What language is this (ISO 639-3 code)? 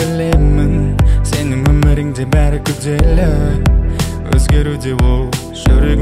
kaz